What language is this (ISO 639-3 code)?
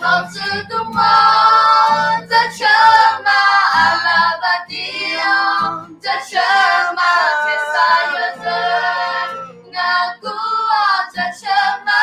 ahk